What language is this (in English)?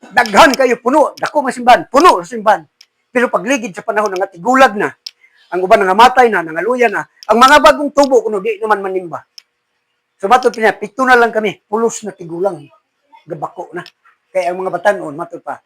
Cebuano